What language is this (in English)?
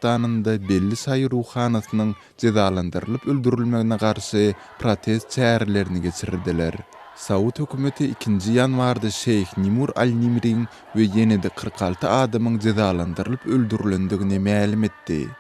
Turkmen